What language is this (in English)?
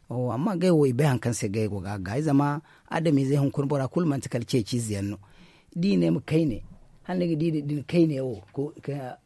Zarma